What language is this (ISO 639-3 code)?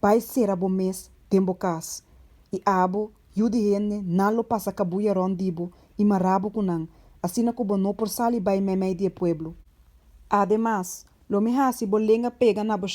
pap